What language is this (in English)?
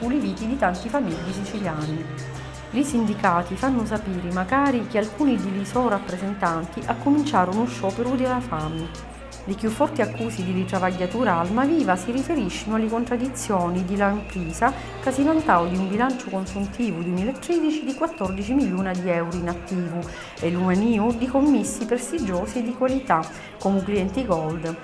Sicilian